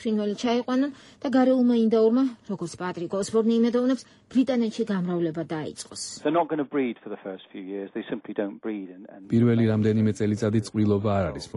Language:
Georgian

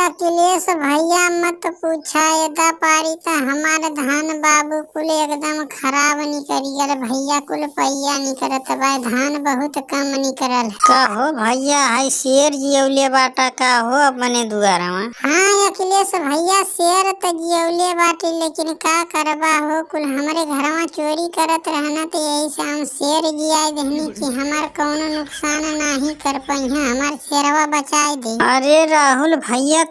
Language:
Bhojpuri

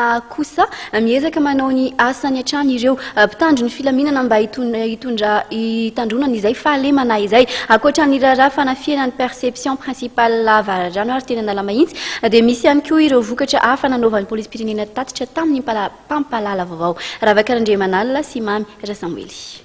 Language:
Malagasy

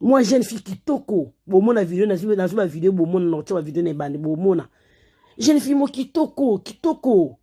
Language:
Lingala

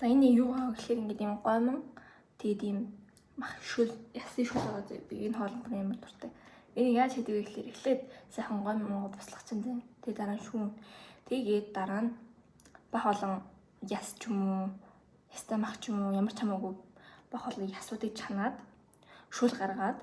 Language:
Mongolian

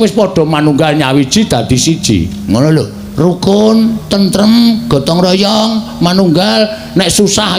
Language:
Javanese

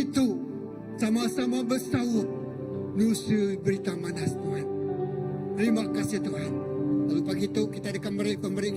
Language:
Iban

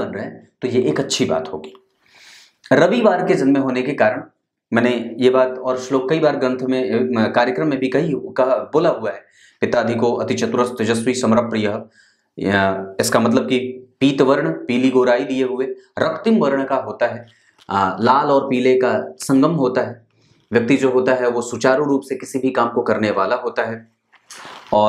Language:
Hindi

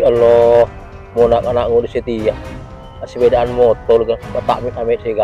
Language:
Madurese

